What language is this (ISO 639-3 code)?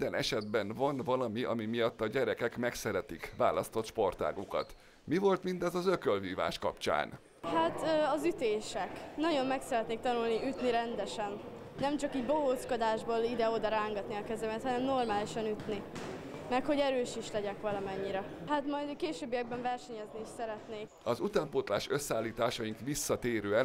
hun